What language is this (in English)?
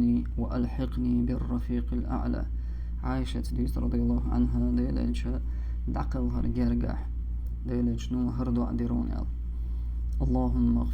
Chechen